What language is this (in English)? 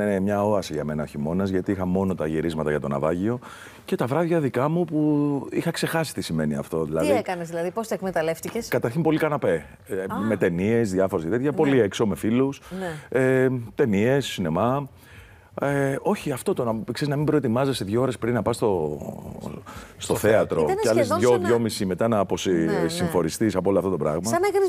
Greek